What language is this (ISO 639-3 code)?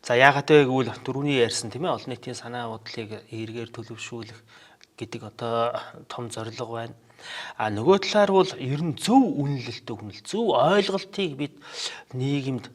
mon